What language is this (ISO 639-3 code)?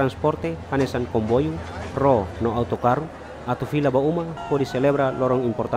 tet